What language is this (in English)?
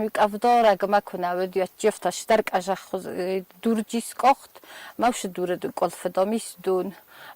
Ossetic